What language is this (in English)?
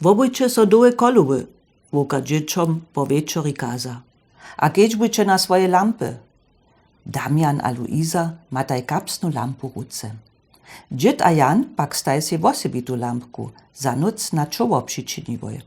Upper Sorbian